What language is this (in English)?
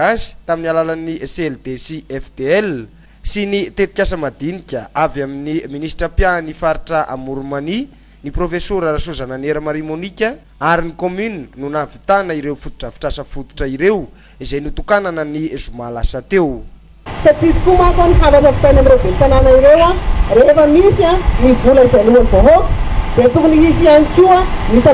Malagasy